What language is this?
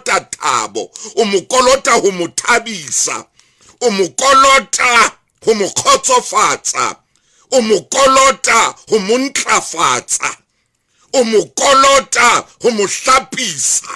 Southern Sotho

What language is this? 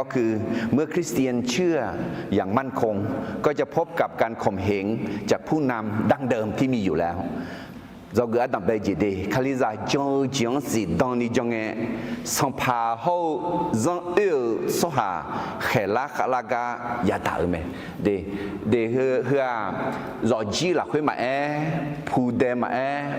Akha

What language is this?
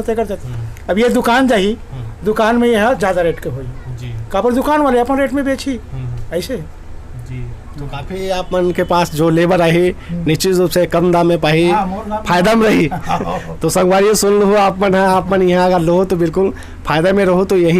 Chhattisgarhi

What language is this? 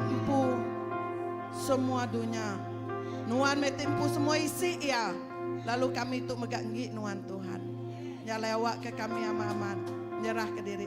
Iban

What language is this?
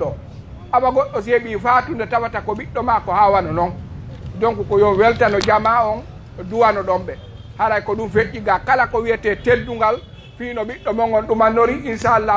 Fula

